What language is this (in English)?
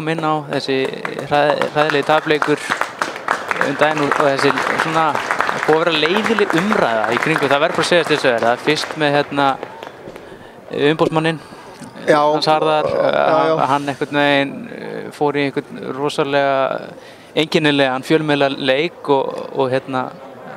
Icelandic